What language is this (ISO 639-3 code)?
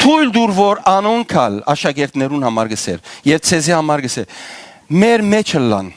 hyw